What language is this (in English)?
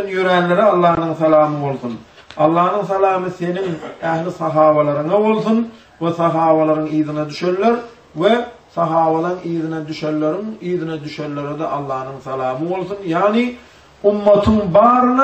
Turkmen